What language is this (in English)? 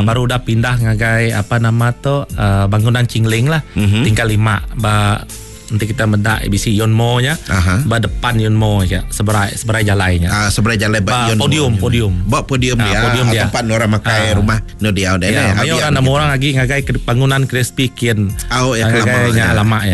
Iban